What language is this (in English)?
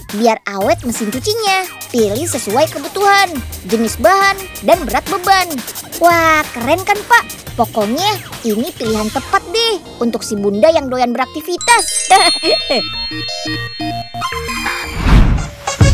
Indonesian